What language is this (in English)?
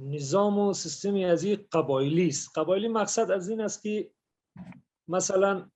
Persian